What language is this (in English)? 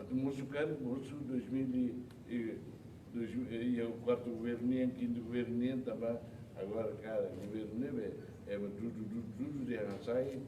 Tetum